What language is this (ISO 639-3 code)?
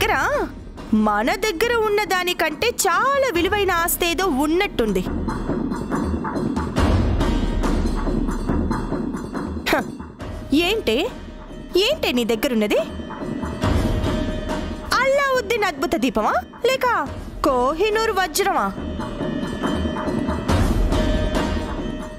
tel